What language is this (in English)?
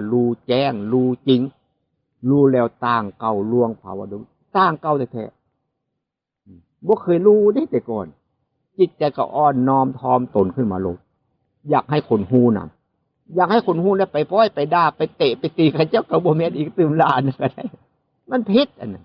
Northeastern Thai